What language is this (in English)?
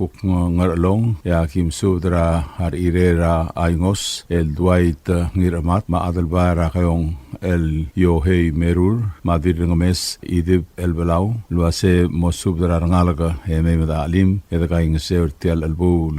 Palauan